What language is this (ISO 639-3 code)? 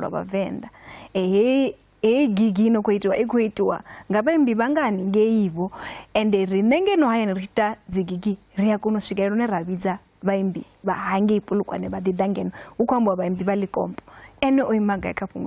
ven